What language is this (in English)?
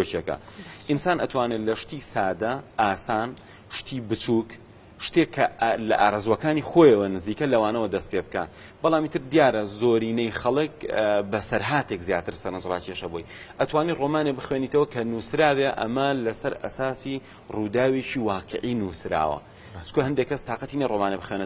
Central Kurdish